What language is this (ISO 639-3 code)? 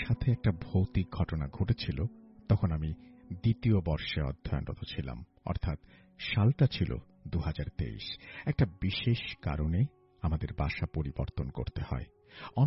ben